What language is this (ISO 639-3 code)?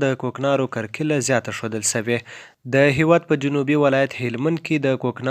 pus